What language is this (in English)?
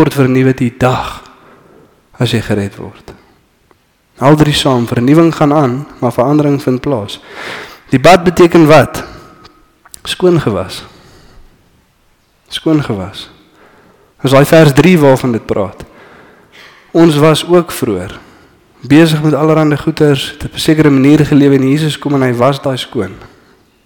Afrikaans